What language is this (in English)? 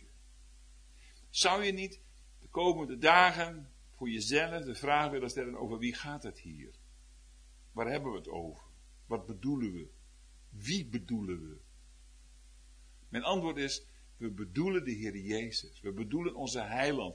Dutch